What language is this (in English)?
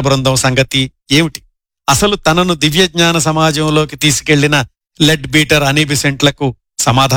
Telugu